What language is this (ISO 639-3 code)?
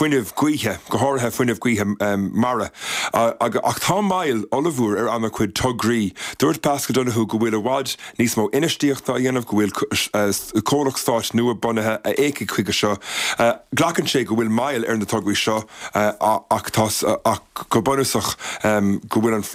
gle